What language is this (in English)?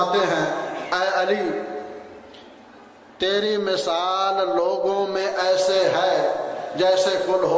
Urdu